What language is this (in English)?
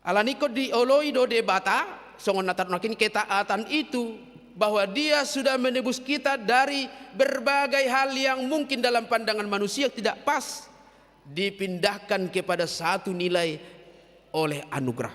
Batak Toba